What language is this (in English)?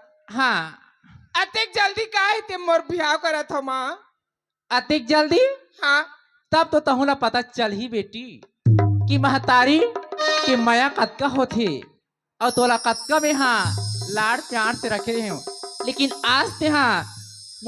Chhattisgarhi